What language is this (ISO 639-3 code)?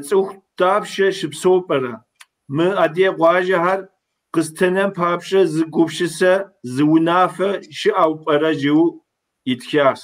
kbd